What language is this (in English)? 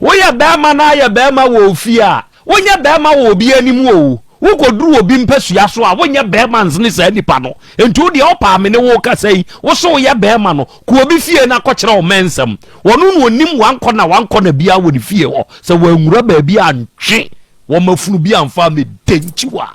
Akan